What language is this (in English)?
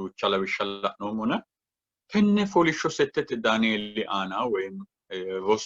Sidamo